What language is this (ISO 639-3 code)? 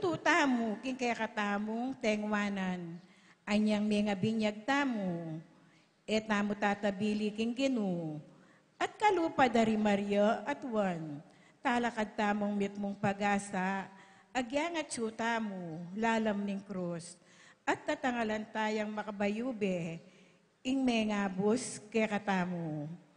pam